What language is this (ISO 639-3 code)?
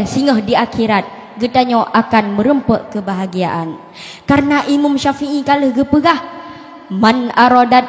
ace